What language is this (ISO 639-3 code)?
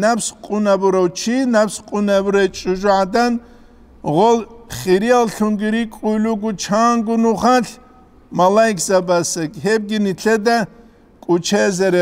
ava